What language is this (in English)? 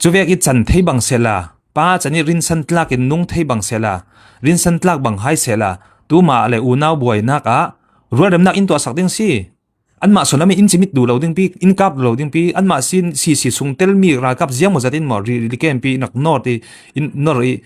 Falam Chin